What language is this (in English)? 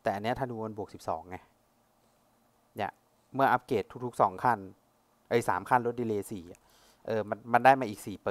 Thai